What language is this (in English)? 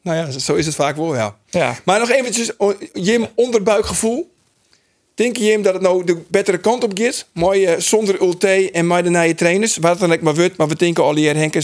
Western Frisian